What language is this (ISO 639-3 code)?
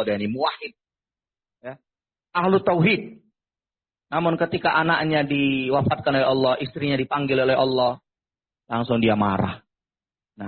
ind